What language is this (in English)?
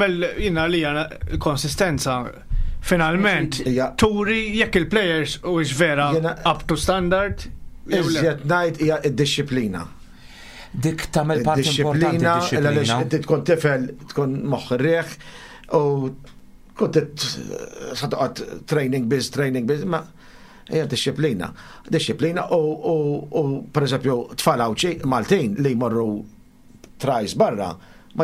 Maltese